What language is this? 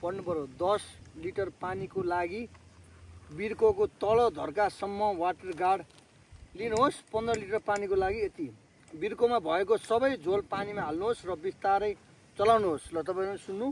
Nepali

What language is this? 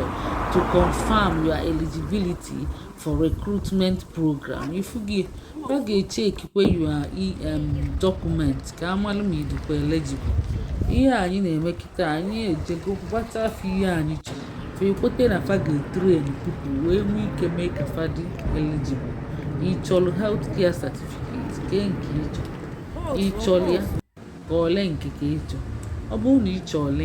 Igbo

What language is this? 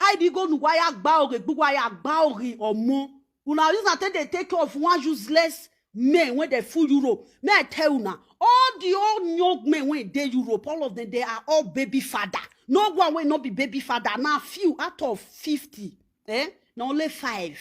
Nigerian Pidgin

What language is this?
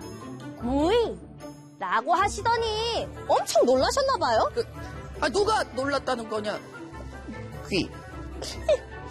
Korean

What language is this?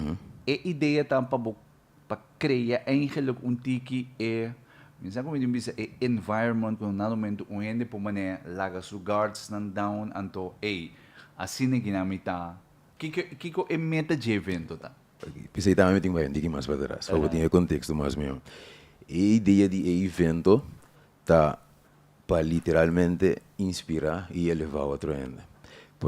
Papiamento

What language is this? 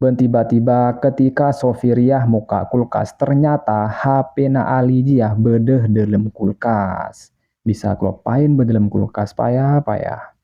Madurese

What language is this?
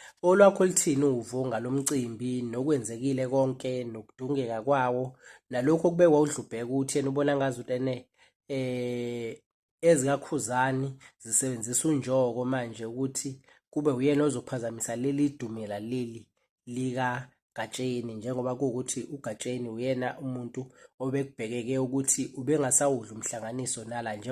Zulu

